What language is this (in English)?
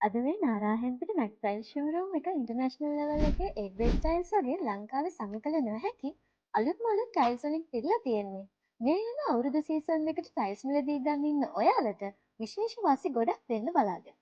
Sinhala